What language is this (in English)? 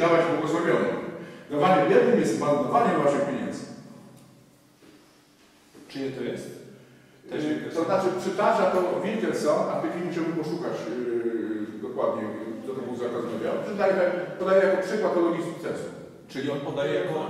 Polish